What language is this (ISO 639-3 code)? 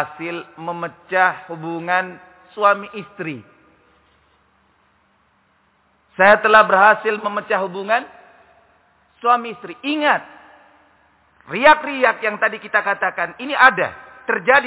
ind